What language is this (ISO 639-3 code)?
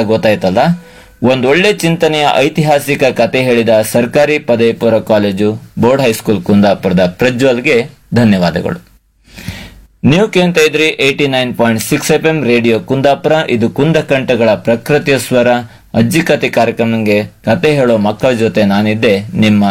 kan